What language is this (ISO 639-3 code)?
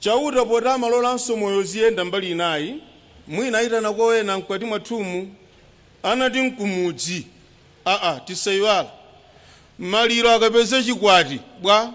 nya